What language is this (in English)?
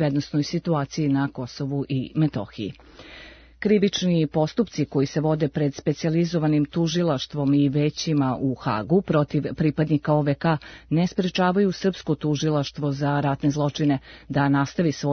Serbian